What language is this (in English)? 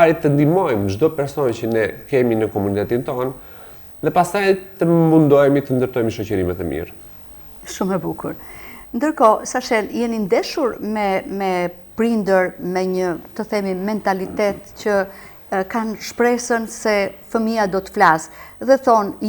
Albanian